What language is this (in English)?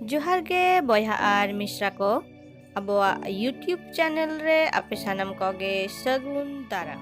Santali